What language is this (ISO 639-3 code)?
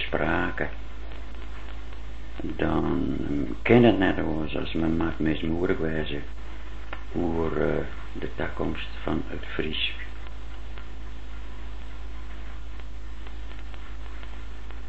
nld